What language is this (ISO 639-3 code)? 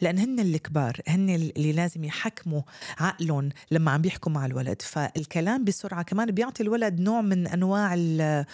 apc